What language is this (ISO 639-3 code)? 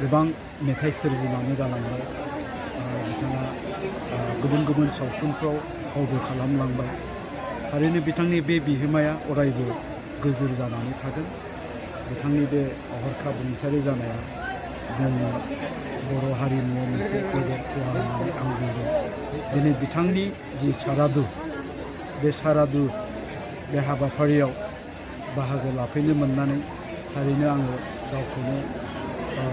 brx